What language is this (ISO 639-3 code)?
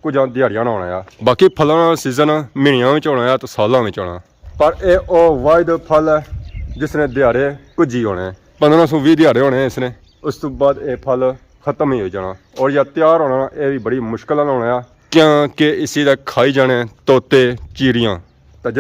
phr